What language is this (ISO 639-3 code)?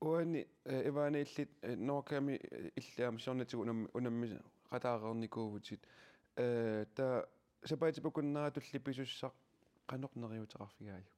kal